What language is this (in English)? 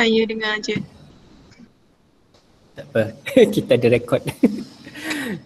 Malay